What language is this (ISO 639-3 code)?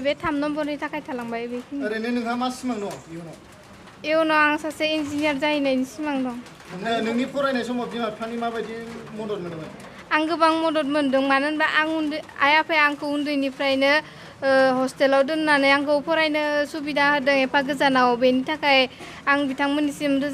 brx